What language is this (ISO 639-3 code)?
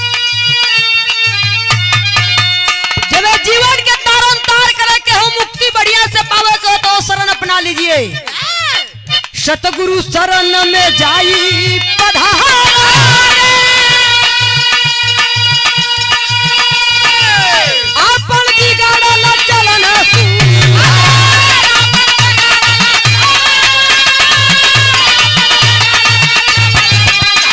bho